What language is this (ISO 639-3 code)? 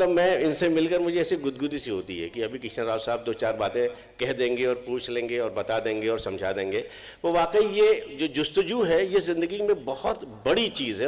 hin